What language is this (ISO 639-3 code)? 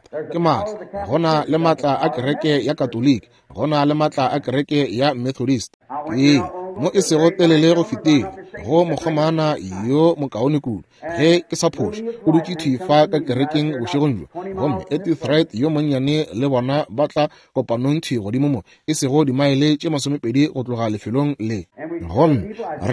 nso